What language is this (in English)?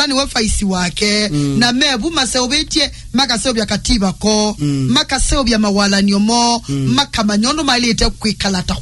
Kamba